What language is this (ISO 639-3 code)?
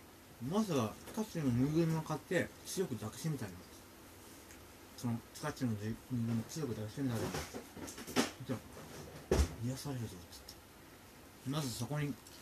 jpn